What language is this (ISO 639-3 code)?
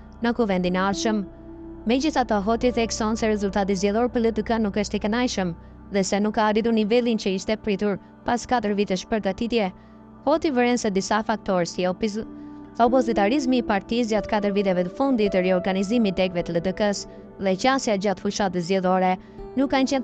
sqi